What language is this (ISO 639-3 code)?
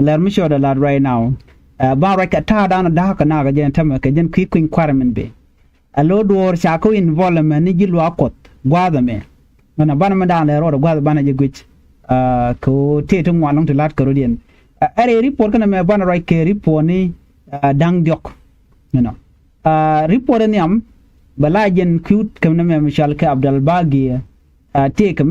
nus